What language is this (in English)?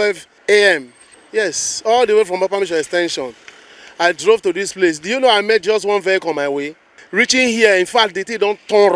Nigerian Pidgin